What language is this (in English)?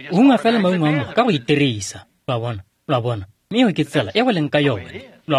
Tswana